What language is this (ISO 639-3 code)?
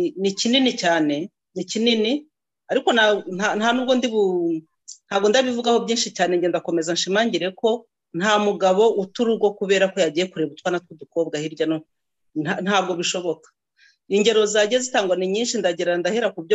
kin